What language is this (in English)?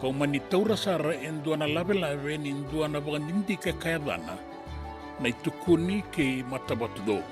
Fijian